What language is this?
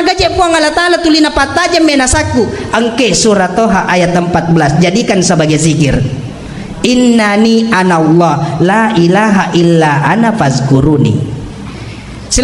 Buginese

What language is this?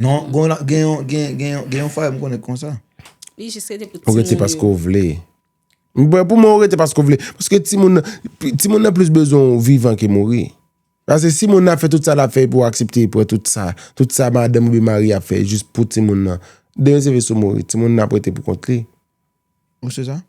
Haitian Creole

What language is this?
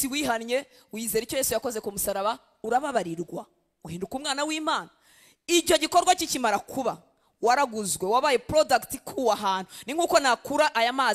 Kinyarwanda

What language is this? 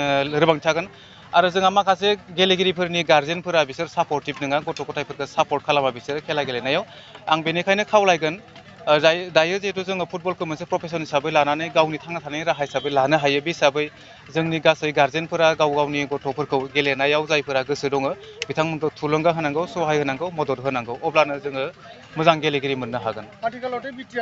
Bodo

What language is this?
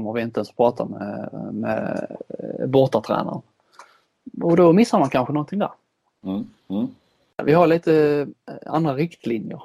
Swedish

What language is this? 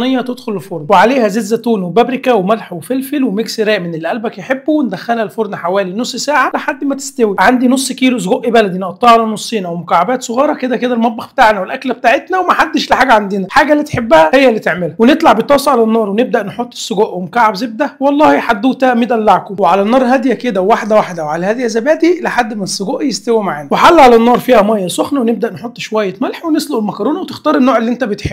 Egyptian Arabic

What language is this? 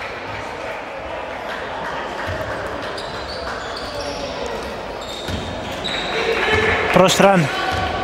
Greek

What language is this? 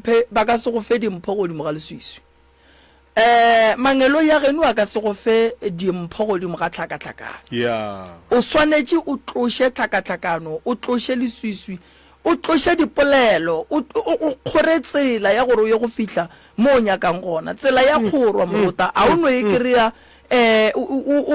Northern Sotho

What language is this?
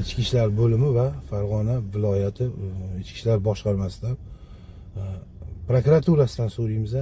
Uzbek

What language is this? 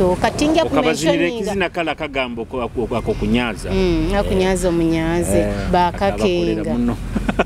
Nyoro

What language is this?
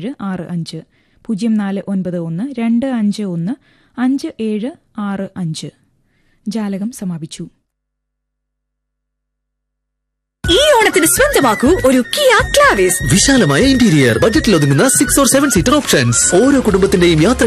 Malayalam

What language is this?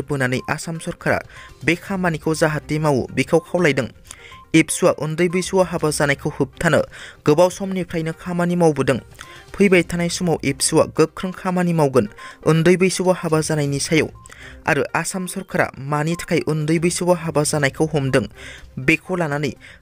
Bodo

